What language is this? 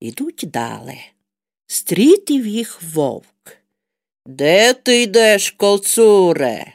Rusyn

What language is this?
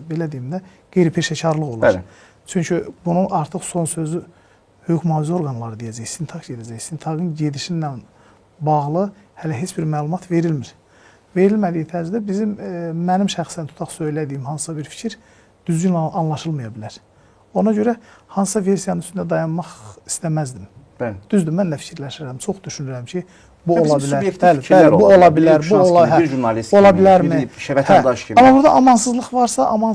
Azerbaijani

